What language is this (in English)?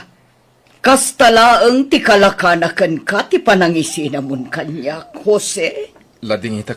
Iloko